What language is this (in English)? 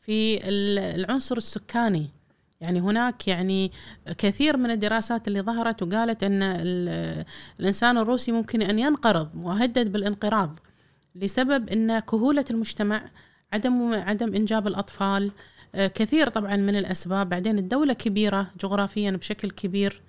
Gulf Arabic